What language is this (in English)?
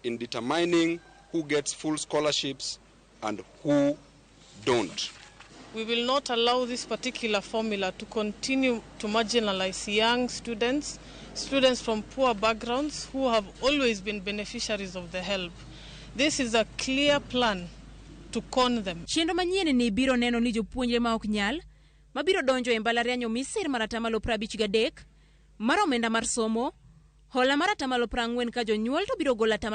Luo (Kenya and Tanzania)